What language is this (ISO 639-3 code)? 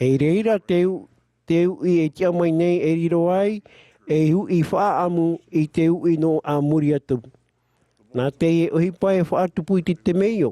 tah